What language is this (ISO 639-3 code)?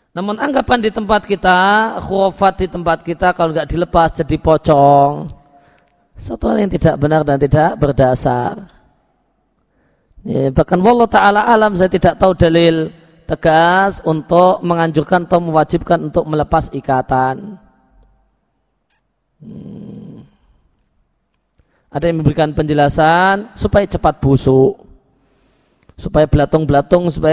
ind